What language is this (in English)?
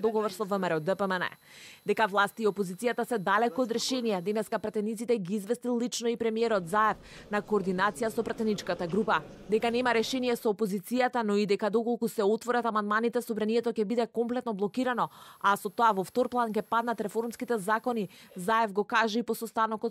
Macedonian